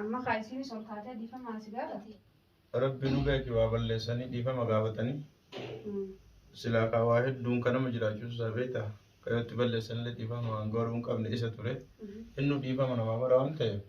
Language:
Oromo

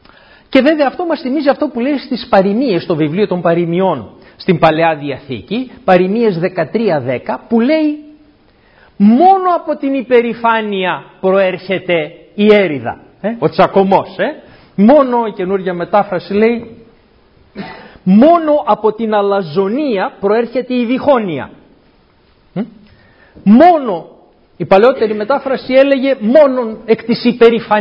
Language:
Greek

